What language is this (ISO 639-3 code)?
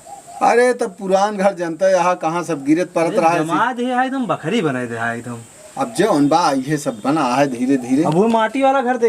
awa